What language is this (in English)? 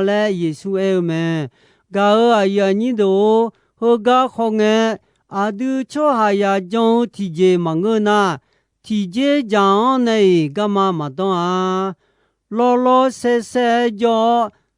Akha